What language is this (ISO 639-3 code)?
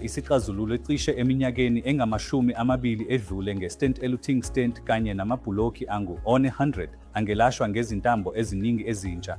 zul